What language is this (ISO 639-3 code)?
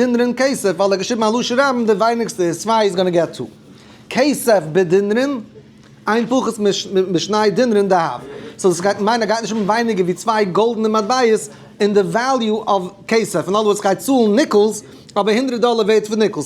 yid